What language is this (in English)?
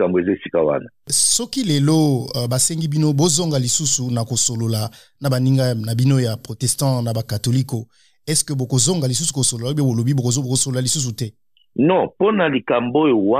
Lingala